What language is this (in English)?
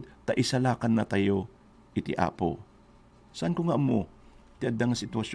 Iloko